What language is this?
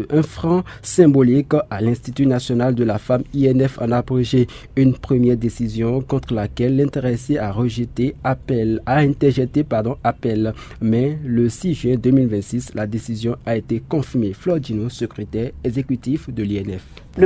French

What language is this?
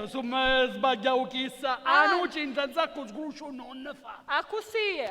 Sicilian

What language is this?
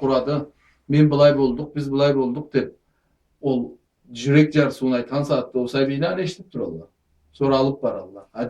Karachay-Balkar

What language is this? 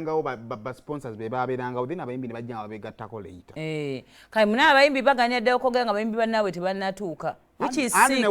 Ganda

